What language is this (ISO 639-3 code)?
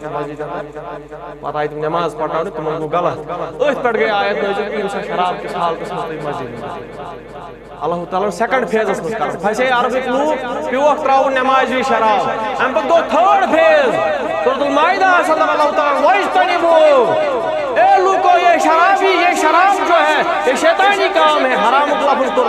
kas